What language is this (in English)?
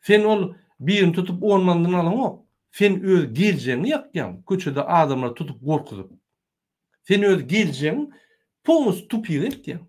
Turkmen